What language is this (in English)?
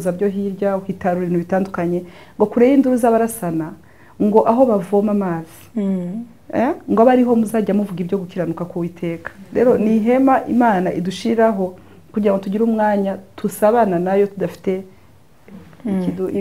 Kinyarwanda